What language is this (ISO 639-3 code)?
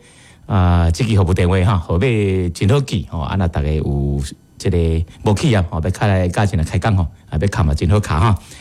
nan